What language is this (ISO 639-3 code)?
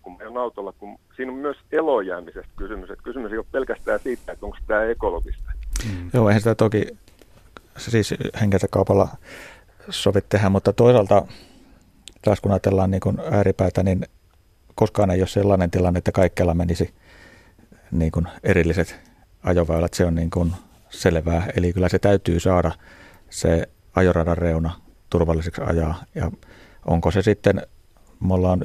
fin